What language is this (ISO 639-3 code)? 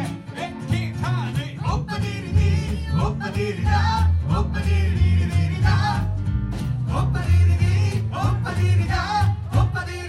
hun